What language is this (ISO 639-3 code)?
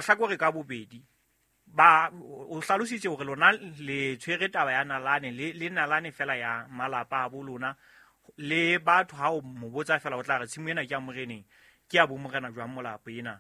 sot